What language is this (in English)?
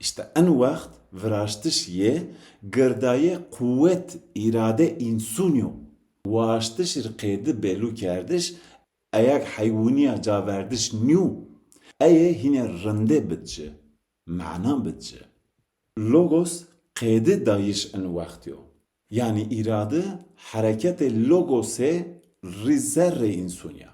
Zaza